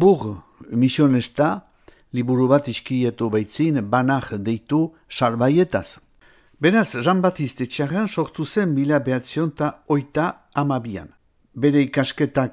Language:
Basque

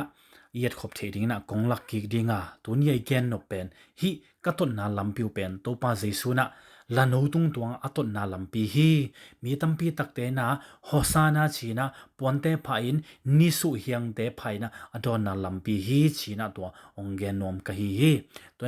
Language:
Tedim Chin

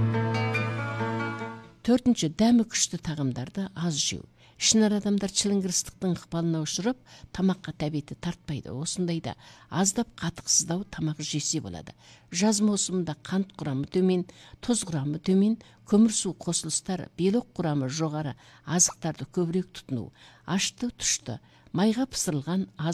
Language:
Kazakh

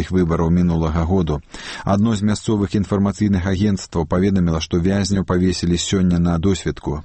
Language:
Belarusian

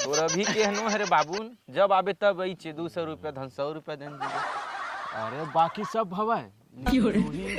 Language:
Chhattisgarhi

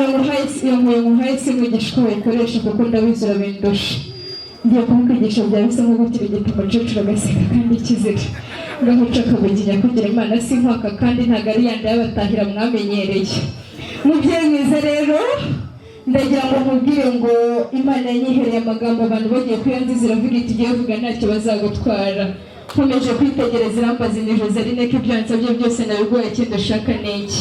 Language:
Kinyarwanda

